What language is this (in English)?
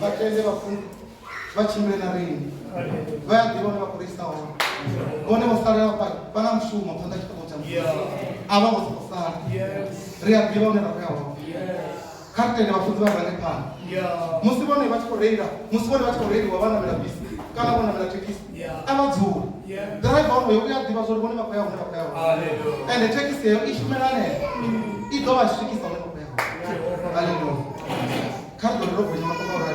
Venda